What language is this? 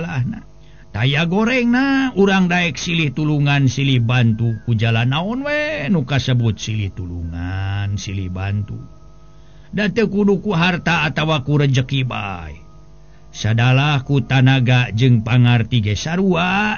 Sundanese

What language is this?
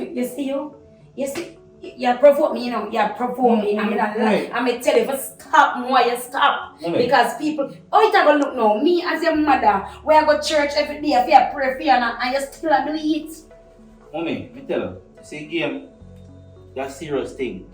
Jamaican Creole English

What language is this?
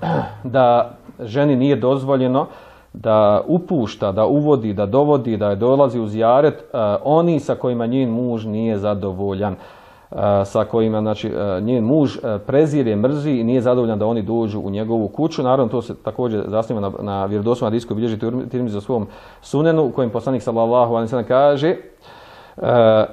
Bosnian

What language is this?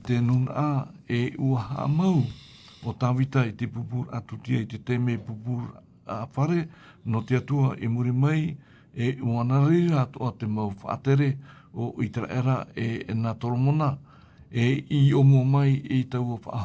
Tahitian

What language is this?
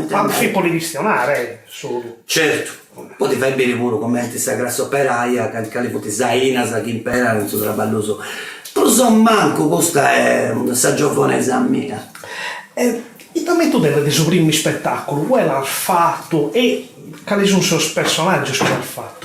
Sardinian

